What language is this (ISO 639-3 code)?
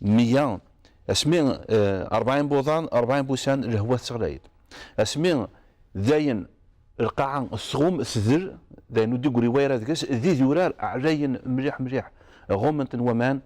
kab